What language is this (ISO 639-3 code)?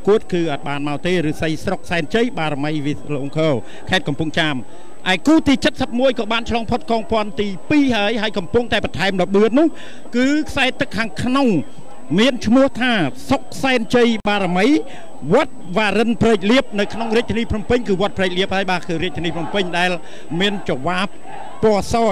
khm